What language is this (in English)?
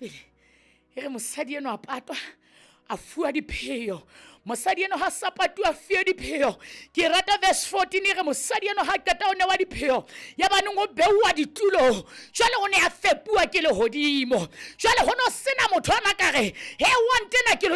Southern Sotho